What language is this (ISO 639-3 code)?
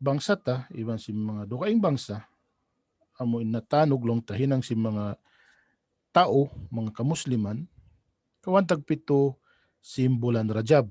tsg